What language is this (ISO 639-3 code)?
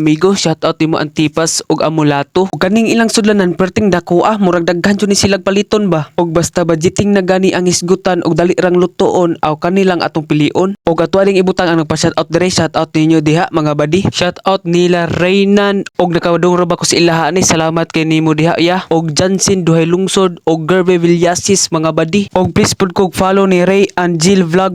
ceb